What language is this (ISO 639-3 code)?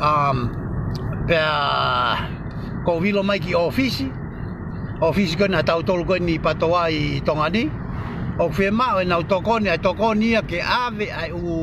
ton